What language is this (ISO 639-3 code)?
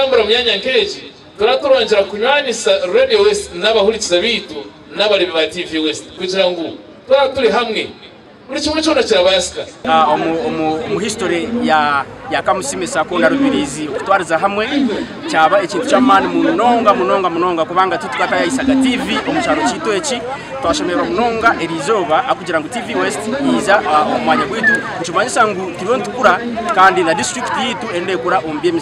nyn